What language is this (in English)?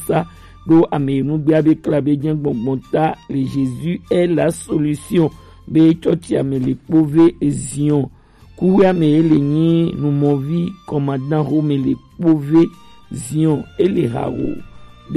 Gen